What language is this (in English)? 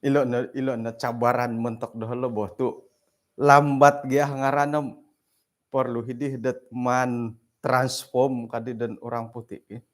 Central Dusun